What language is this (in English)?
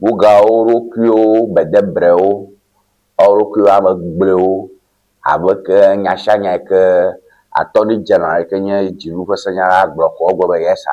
Ewe